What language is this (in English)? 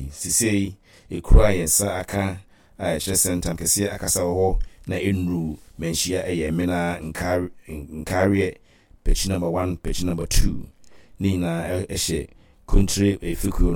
Akan